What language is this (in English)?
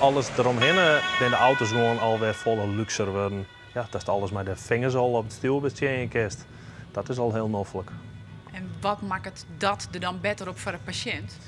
Western Frisian